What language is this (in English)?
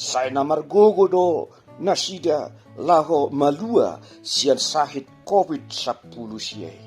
Batak Toba